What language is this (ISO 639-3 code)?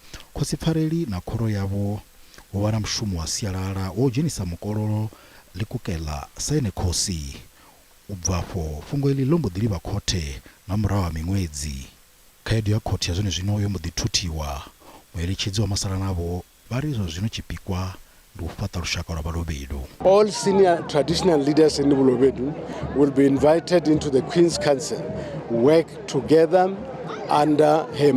ven